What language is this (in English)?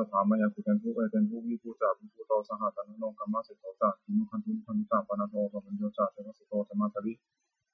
Pali